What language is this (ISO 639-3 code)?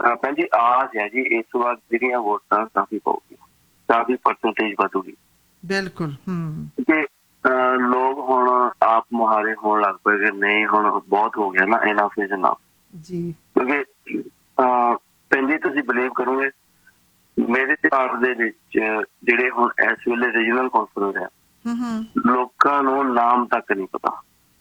pan